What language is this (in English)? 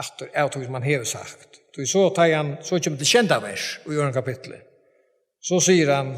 Faroese